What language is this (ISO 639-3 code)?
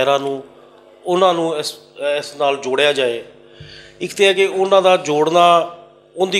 lah